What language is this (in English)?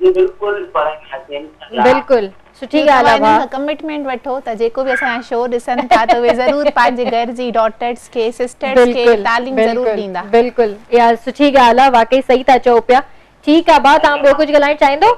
Sindhi